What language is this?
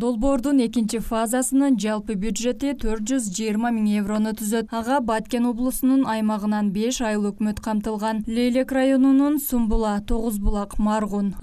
Kyrgyz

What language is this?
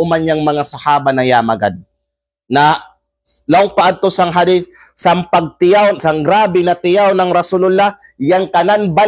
Kalagan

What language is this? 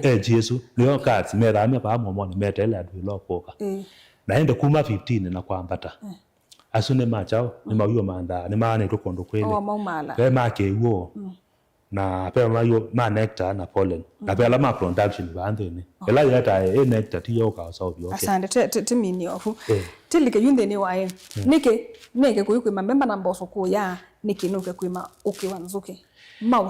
Kamba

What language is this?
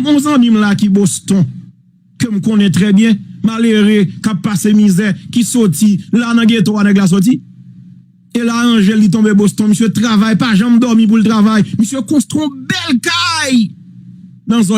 Haitian Creole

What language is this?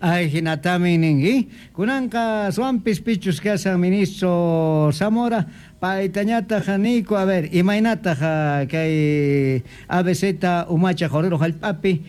Quechua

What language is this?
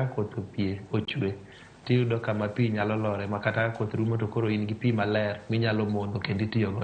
Luo (Kenya and Tanzania)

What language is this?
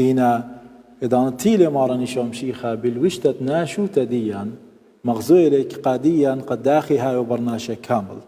Assyrian Neo-Aramaic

